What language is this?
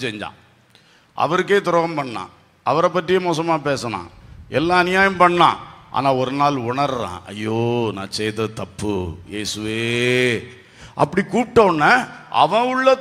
Tamil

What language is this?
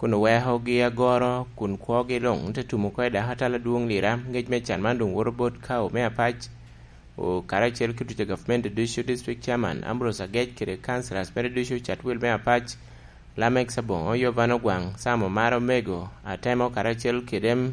Lango (Uganda)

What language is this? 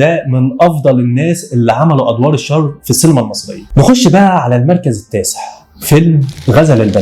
Egyptian Arabic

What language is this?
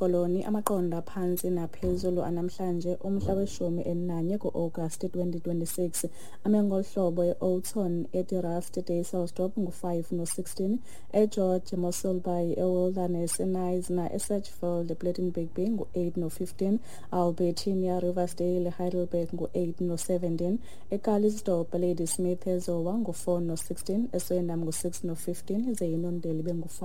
Xhosa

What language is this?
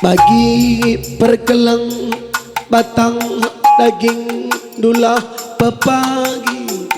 Batak Karo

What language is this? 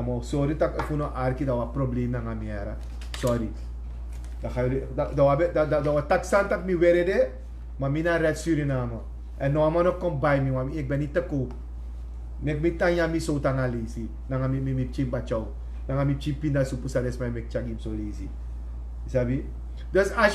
Sranan Tongo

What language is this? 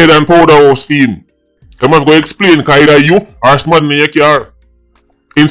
Jamaican Creole English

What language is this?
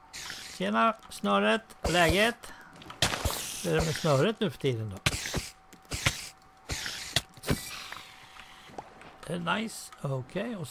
Swedish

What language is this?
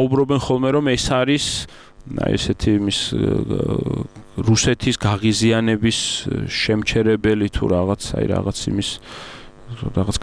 Georgian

